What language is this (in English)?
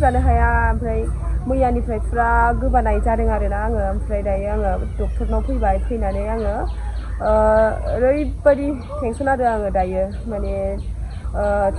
Bodo